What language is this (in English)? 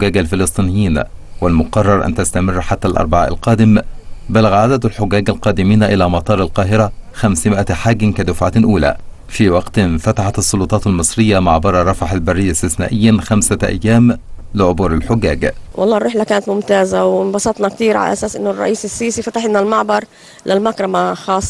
Arabic